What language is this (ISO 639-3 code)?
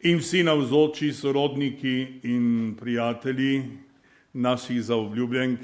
slv